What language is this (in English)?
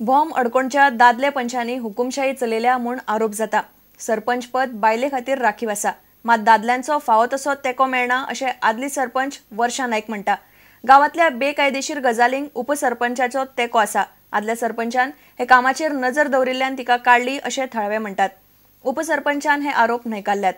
Konkani